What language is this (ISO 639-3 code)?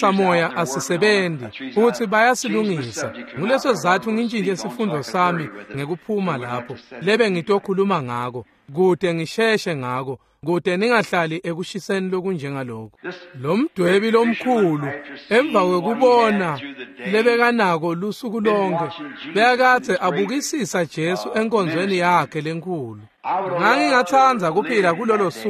ssw